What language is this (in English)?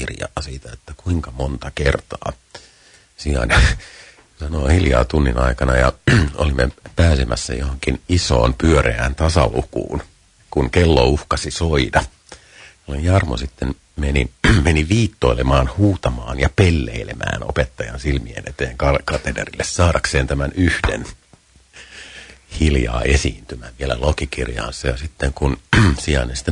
Finnish